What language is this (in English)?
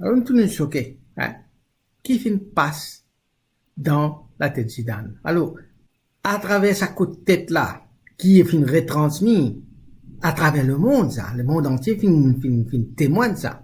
Morisyen